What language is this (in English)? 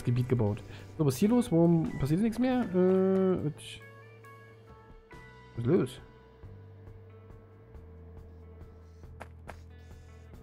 German